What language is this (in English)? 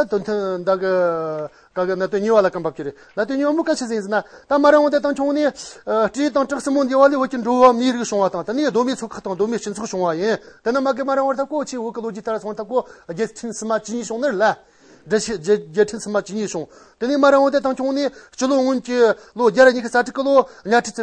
Amdo Tibetan